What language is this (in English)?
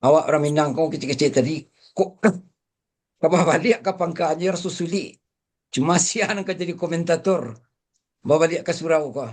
Minangkabau